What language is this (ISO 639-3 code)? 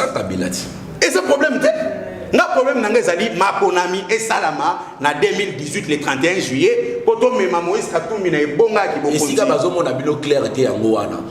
lin